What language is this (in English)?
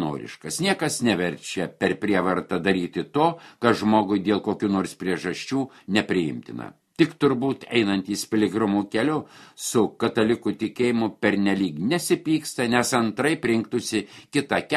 Lithuanian